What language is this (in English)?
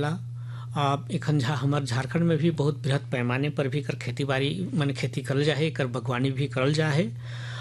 Sadri